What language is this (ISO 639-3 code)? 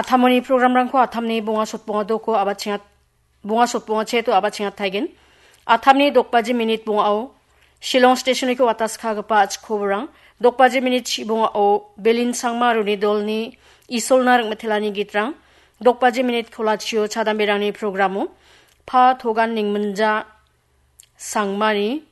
grt